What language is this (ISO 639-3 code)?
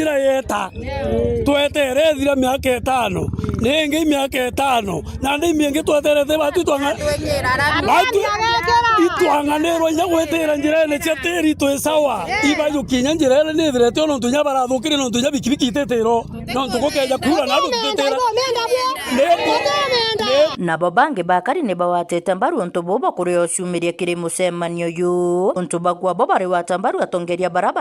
mer